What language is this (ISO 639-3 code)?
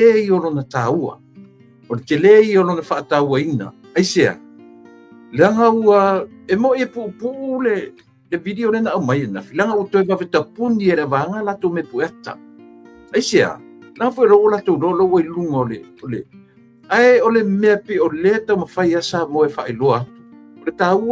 smo